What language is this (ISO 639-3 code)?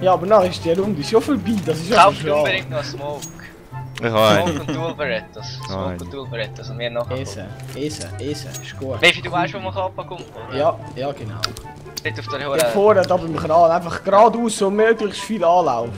gsw